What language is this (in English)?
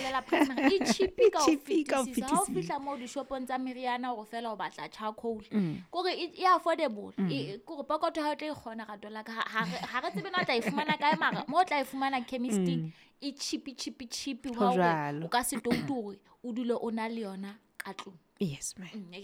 Southern Sotho